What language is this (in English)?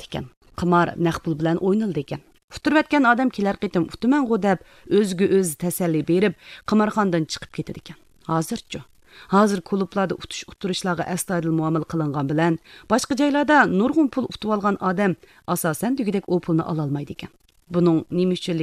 Uyghur